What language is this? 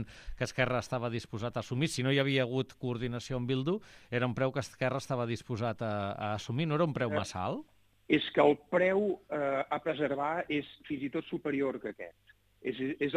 Catalan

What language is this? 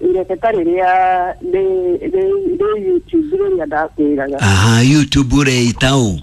Kikuyu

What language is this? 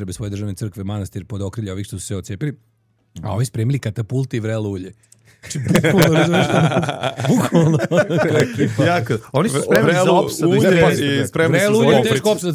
Serbian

